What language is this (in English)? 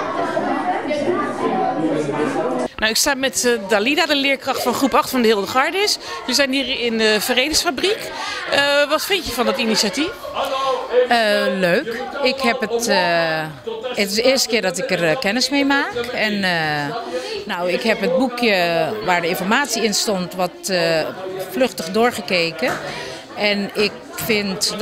Dutch